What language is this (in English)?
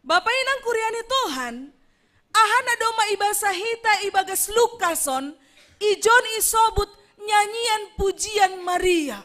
Batak Simalungun